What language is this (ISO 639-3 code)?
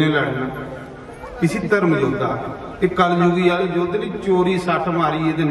doi